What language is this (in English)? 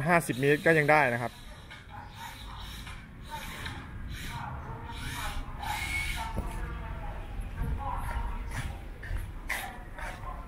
Thai